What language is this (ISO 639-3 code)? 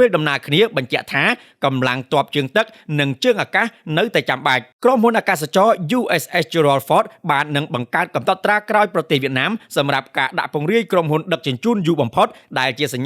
khm